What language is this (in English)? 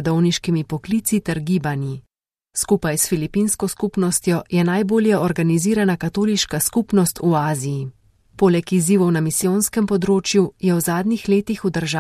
Slovenian